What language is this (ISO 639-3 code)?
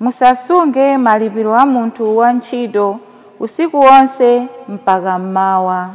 nya